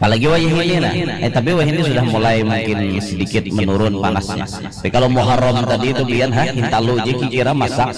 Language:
Banjar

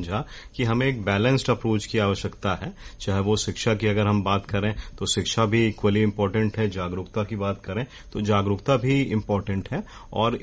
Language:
Hindi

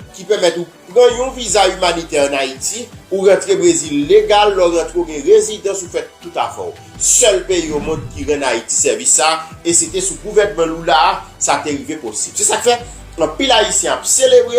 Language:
Haitian Creole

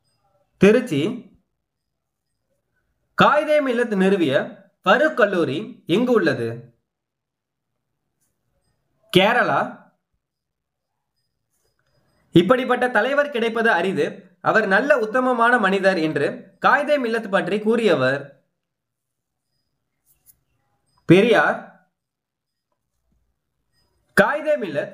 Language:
Tamil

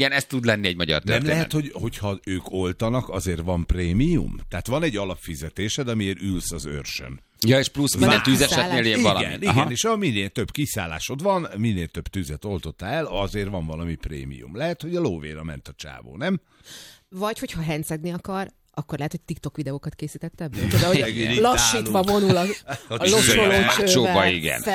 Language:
Hungarian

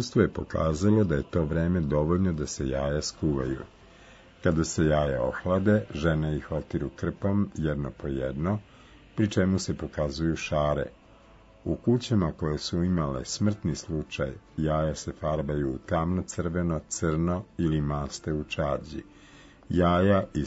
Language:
Serbian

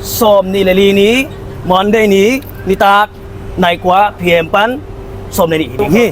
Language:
Tedim Chin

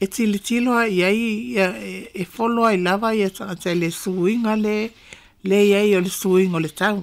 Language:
Samoan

